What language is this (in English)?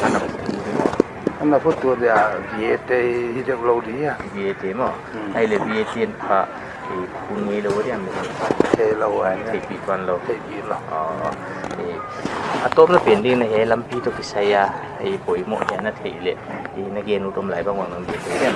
Paite Chin